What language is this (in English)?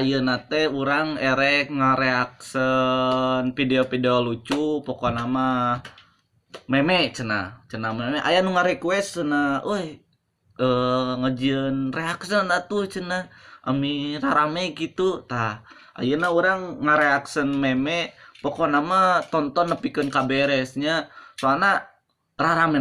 Sundanese